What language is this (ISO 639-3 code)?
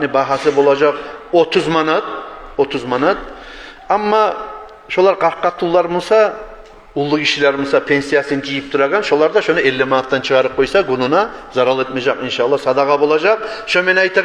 kum